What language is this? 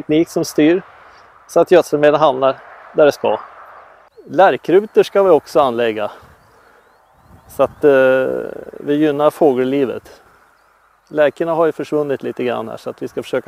Swedish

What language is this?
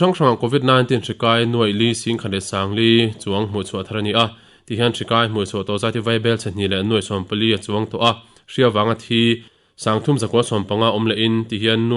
Mizo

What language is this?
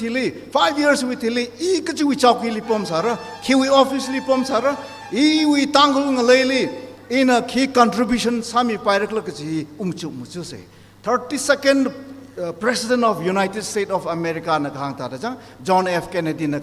Tangkhul Naga (India)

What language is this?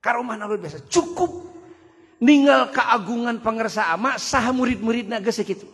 Sundanese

